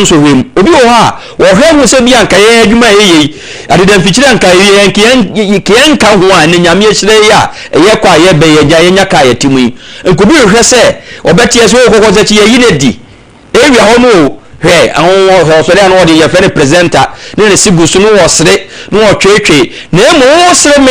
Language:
Akan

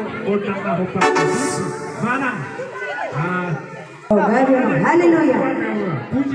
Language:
Batak Toba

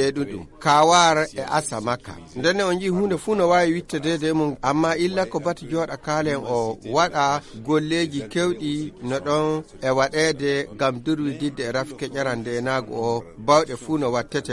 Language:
Nigerian Fulfulde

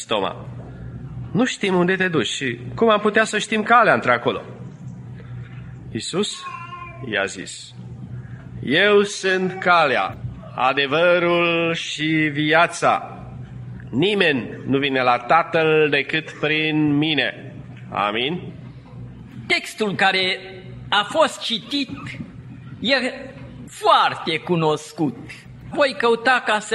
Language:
Romanian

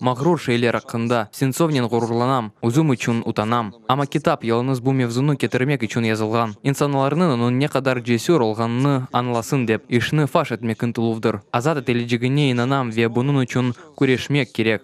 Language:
Crimean Tatar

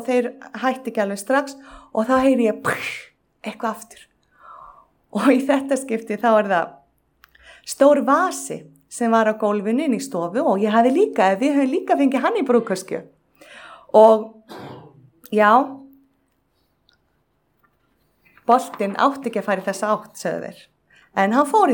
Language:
Icelandic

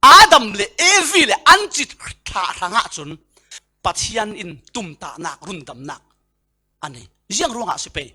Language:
Falam Chin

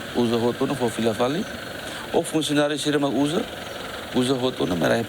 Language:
Tetum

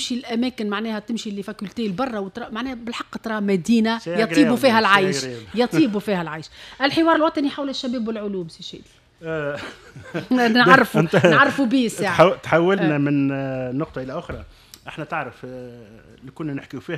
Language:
Tunisian Arabic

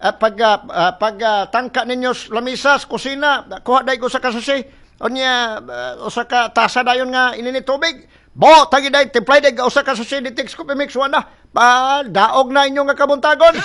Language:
Cebuano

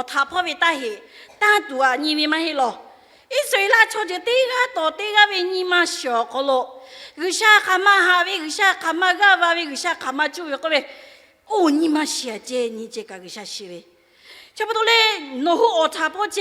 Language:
Lahu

